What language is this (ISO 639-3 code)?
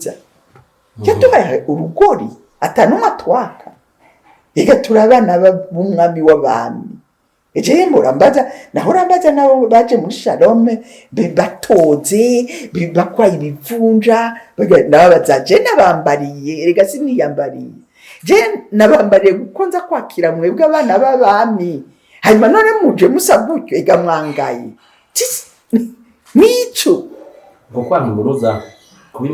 run